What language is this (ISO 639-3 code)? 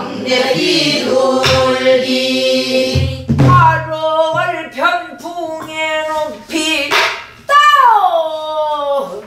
kor